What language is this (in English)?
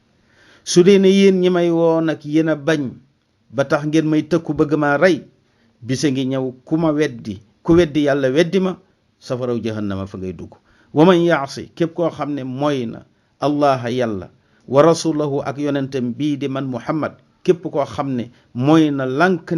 Wolof